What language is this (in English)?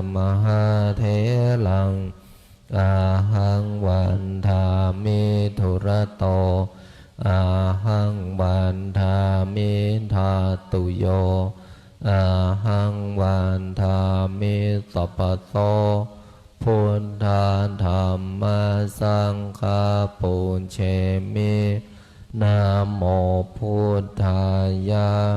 Pali